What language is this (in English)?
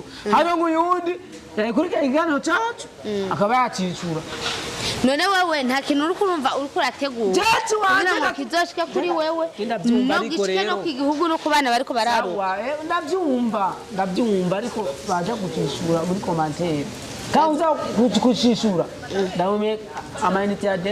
Rundi